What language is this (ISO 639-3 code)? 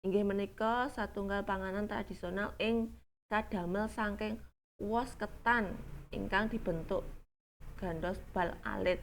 jav